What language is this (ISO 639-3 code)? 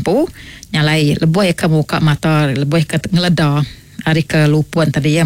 iba